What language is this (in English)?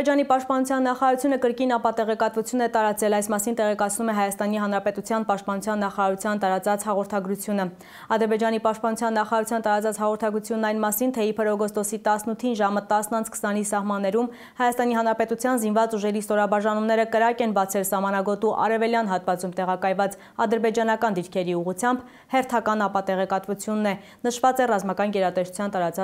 Armenian